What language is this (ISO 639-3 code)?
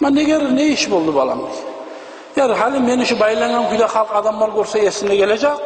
kum